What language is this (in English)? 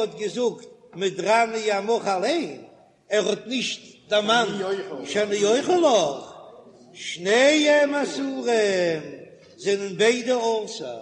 Yiddish